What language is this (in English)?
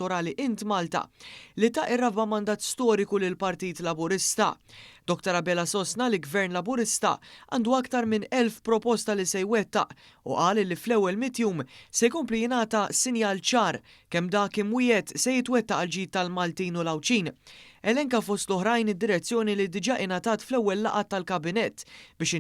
Maltese